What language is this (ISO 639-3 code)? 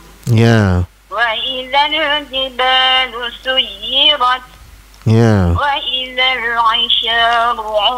msa